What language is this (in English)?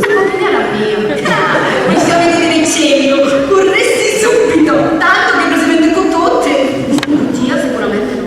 Sicilian